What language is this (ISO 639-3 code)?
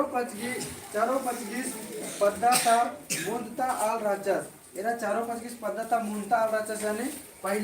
kru